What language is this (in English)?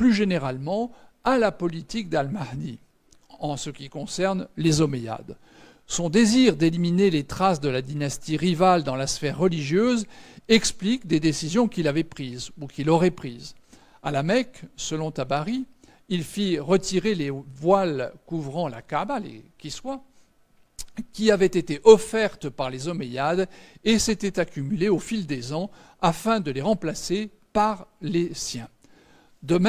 French